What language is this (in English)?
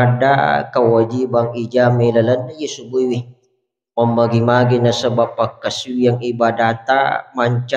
Buginese